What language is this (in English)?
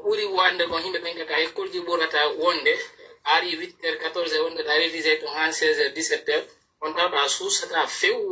Pular